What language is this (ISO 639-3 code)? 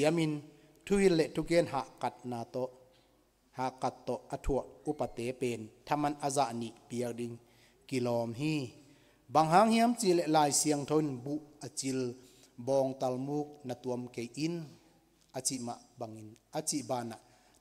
ctd